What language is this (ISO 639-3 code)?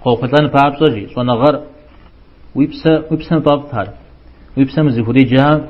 kbd